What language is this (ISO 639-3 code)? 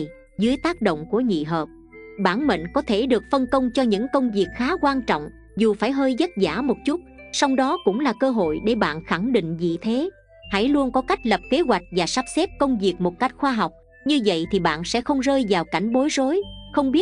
vie